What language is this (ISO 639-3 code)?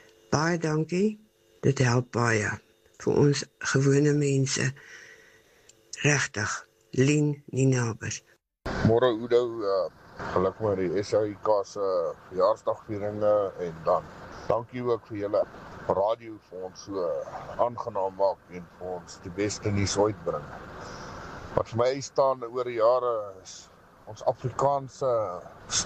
afr